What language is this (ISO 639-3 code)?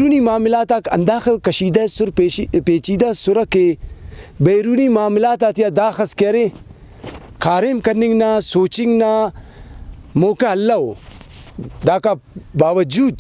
brh